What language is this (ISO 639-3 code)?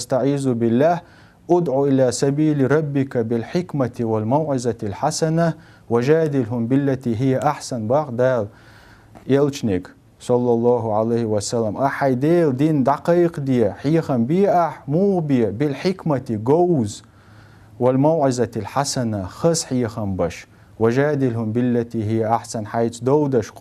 che